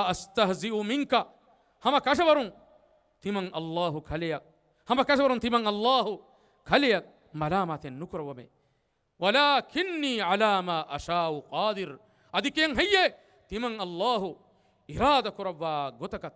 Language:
Divehi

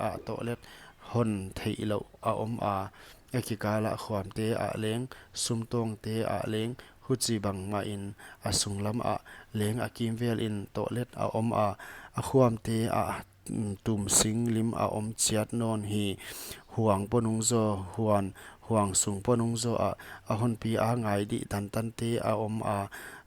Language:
Paite Chin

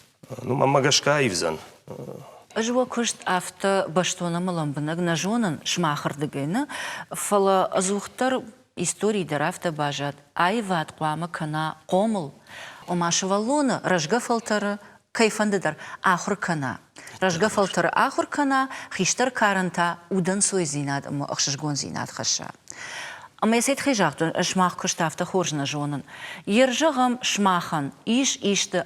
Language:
Ossetic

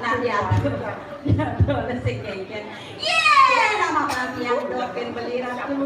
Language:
Balinese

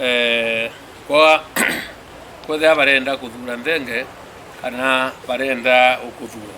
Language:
Meru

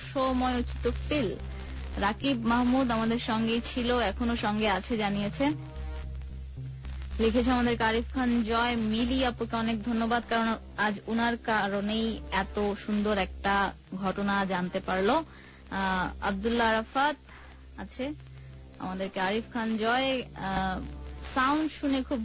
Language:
Bangla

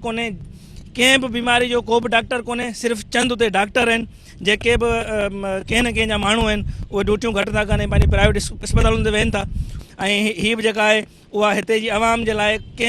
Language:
Sindhi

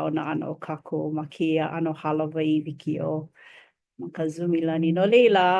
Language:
Hawaiian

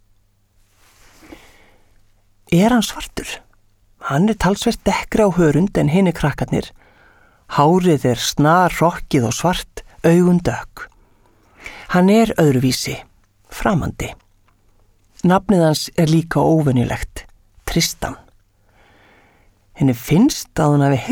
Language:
Icelandic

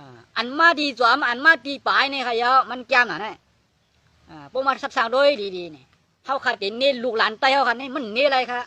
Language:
Shan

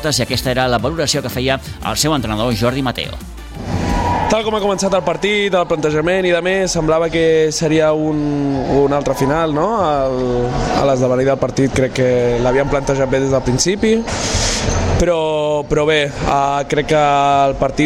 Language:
Catalan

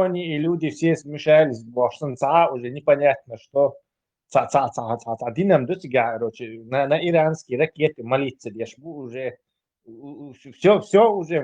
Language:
Chechen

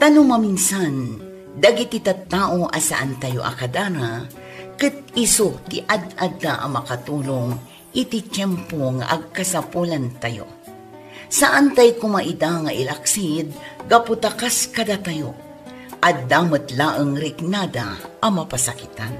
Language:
Iloko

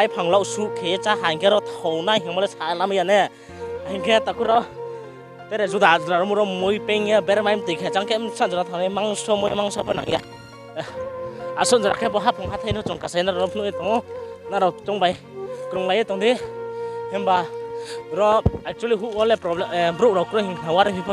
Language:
Riang (India)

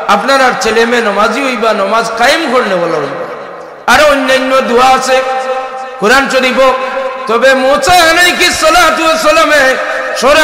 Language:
Sylheti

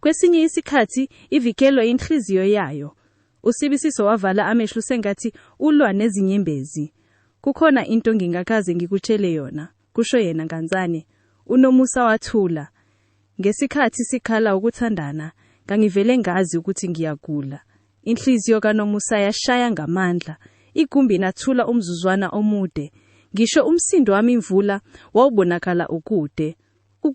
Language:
Zulu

